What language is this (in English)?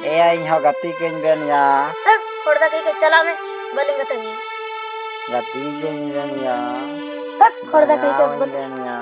Santali